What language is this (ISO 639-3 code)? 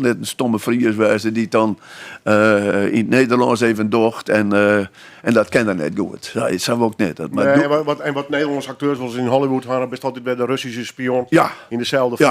fry